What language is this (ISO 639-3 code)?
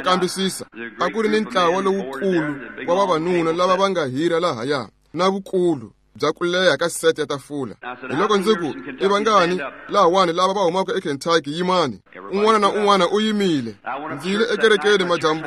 tso